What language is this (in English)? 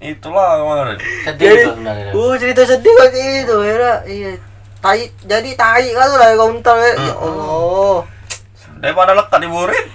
Musi